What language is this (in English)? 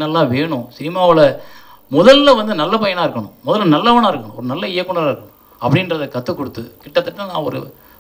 Tamil